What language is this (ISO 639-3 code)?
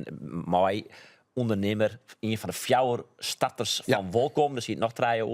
fry